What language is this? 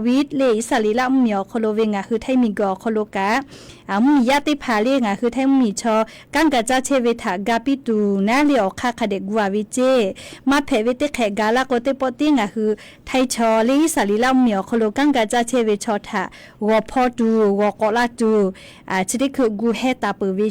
Lahu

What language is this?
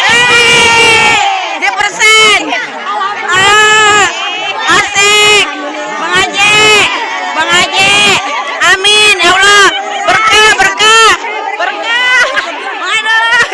Betawi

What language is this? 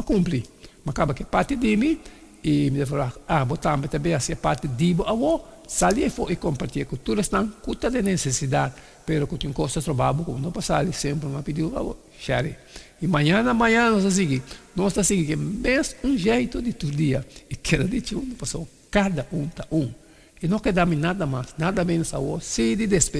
Papiamento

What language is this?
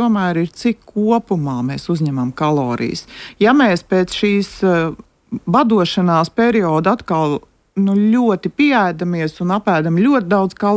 Latvian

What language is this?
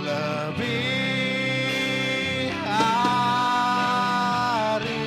Iban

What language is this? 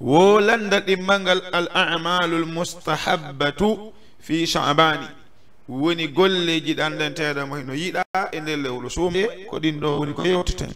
Fula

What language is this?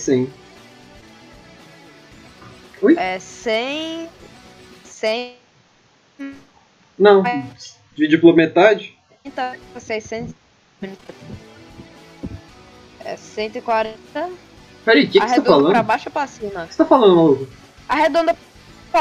Portuguese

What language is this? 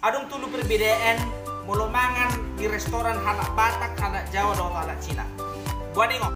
Batak Toba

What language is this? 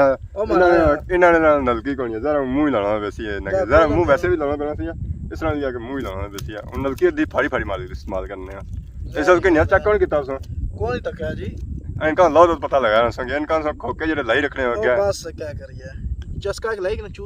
Pahari-Potwari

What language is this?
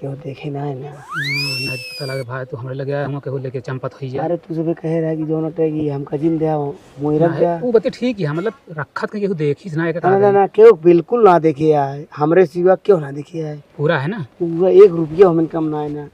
Awadhi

